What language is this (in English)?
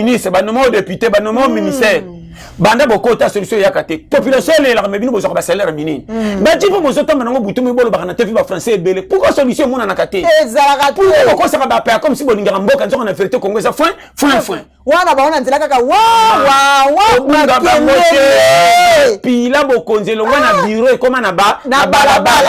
Lingala